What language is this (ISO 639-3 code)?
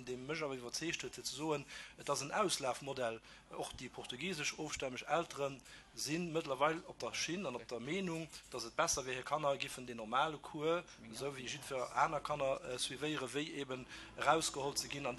ltz